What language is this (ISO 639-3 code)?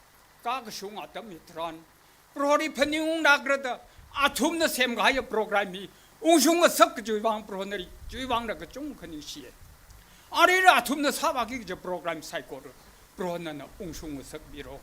nmf